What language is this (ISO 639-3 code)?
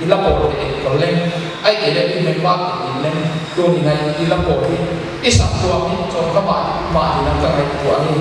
pck